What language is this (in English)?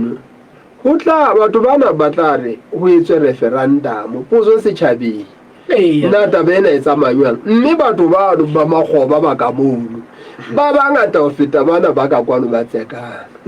Southern Sotho